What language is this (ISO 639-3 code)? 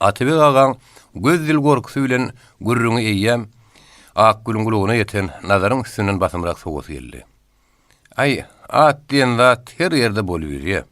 tuk